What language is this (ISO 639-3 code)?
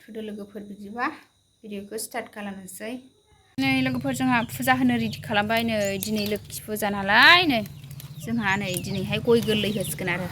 brx